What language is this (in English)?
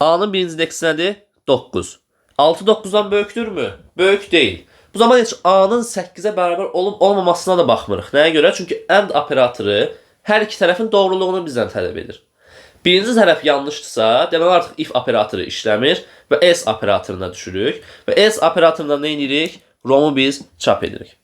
Azerbaijani